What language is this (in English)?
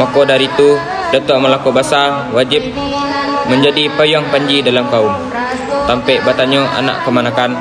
Minangkabau